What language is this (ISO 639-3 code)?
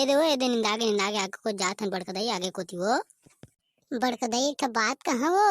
hne